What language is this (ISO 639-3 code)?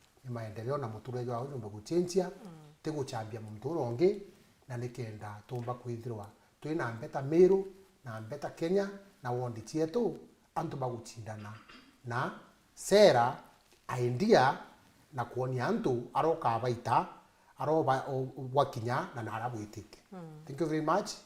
mer